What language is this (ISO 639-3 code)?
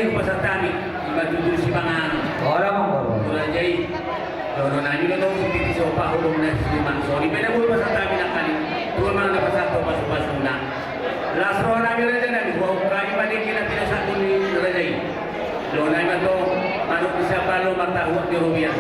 bbc